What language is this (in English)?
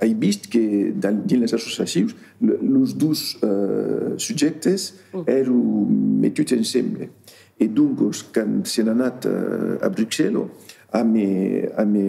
Occitan